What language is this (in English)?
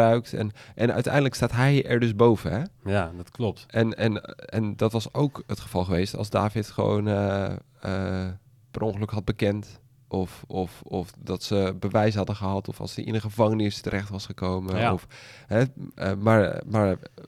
Dutch